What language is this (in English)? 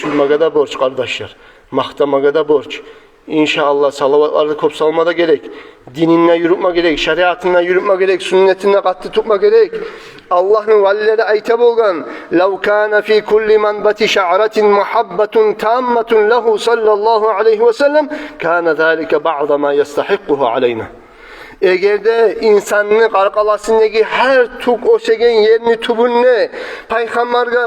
Kumyk